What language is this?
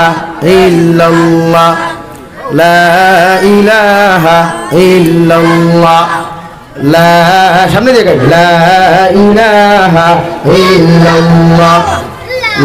Sylheti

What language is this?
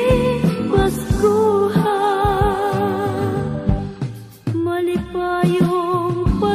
Cebuano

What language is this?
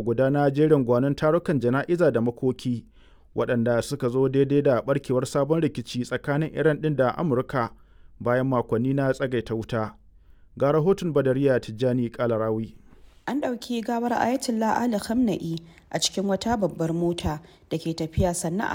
Hausa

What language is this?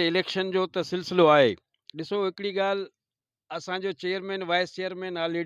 Sindhi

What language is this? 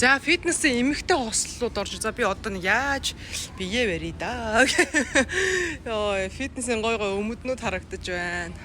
Mongolian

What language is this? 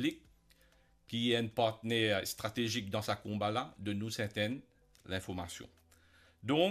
Morisyen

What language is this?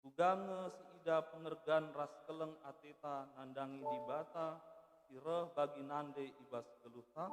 Batak Karo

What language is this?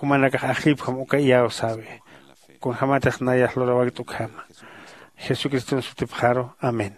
Aymara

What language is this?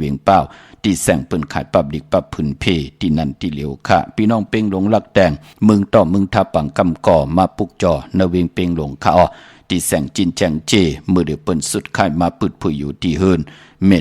Shan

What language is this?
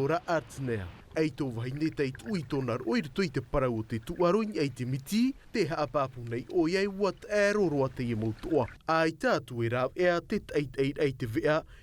Tahitian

